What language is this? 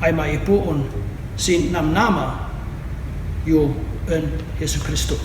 Kankanaey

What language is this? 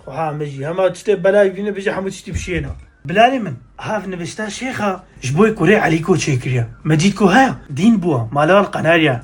Kurdish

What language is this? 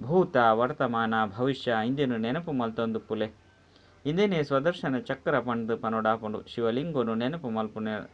Tulu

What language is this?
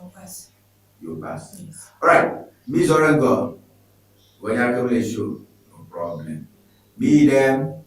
Ewe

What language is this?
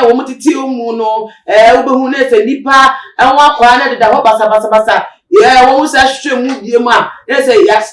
Akan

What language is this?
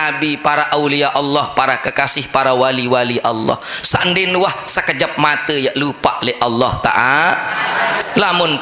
Sasak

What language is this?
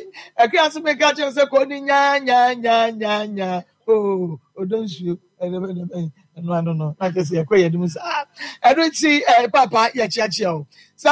Akan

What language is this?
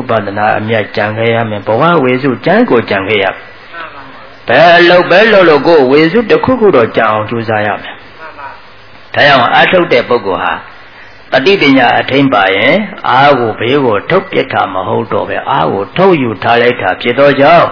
Burmese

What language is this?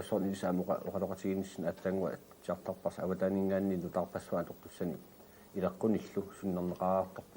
Kalaallisut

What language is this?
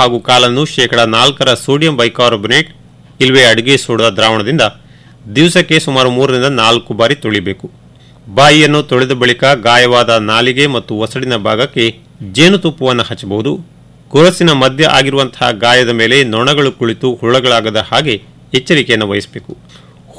Kannada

